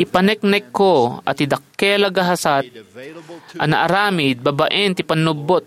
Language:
Iloko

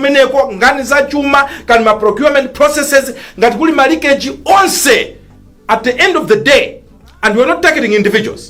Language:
Nyanja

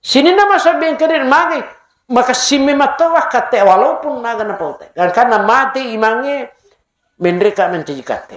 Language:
Buginese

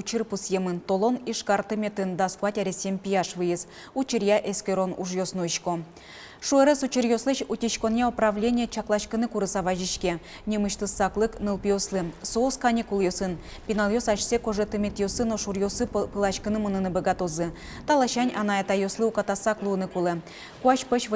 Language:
Udmurt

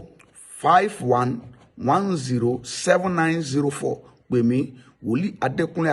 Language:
Yoruba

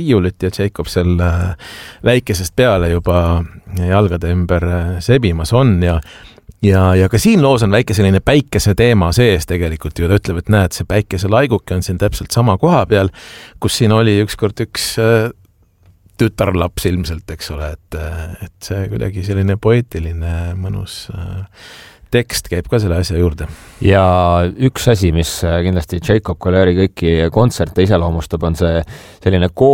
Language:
Estonian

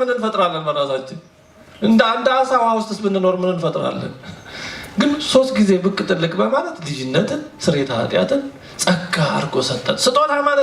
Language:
Amharic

